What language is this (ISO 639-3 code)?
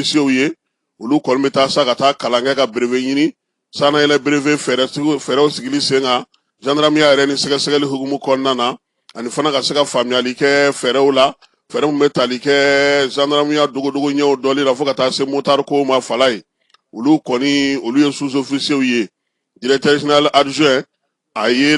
bam